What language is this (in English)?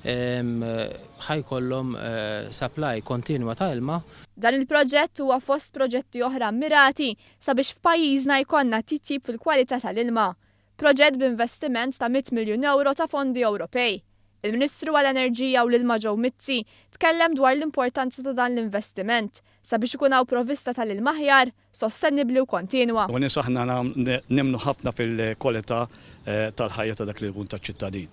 Maltese